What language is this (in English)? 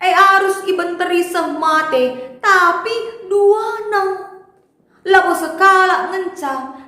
Batak Karo